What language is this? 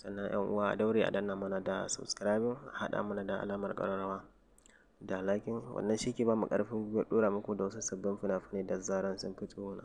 Hausa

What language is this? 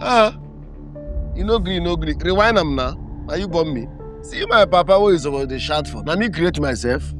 Nigerian Pidgin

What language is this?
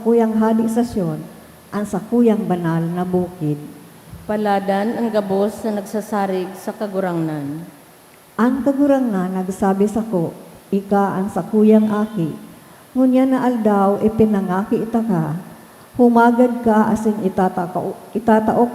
Bikol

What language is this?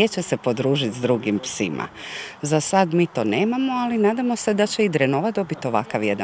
Croatian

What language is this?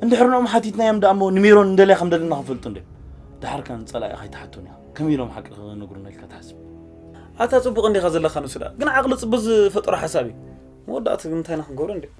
Tigrinya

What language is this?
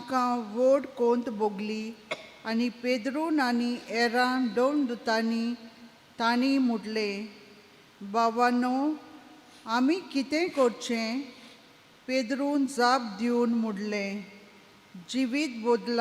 Konkani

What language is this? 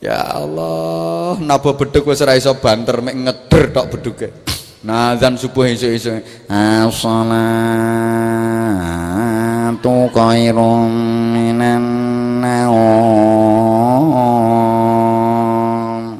Javanese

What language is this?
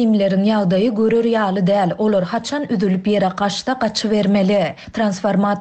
Turkmen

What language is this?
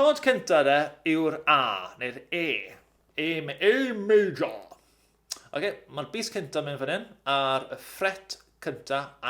Welsh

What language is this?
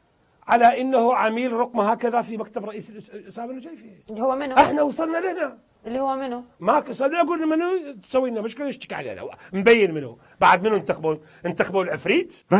Mesopotamian Arabic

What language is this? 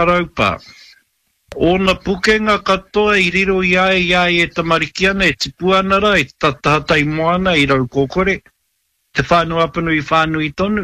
Māori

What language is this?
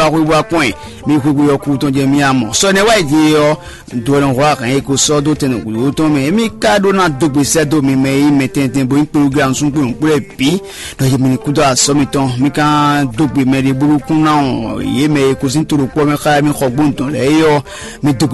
Fon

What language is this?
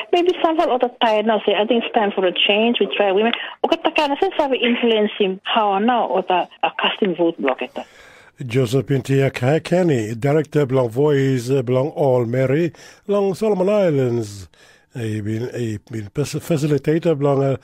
Tok Pisin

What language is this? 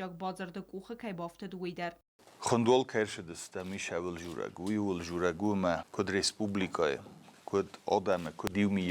Ossetic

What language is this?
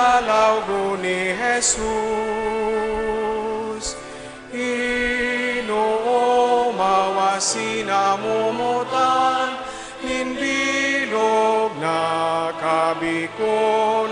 Bikol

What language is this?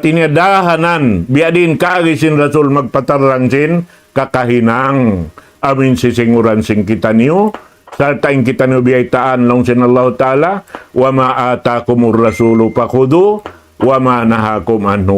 Tausug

